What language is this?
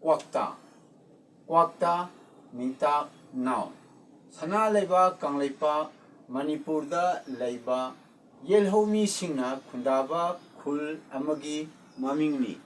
Manipuri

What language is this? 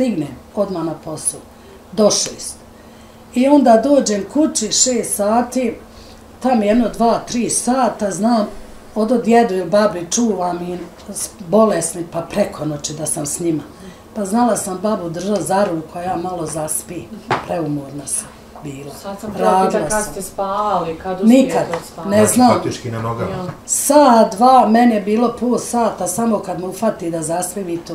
Bosnian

